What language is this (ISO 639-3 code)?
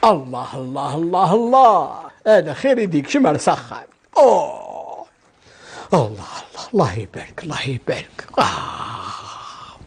kab